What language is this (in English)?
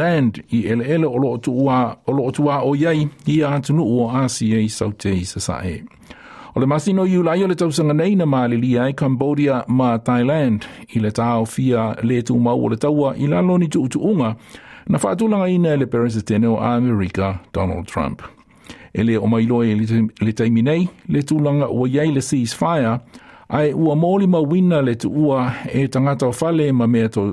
Samoan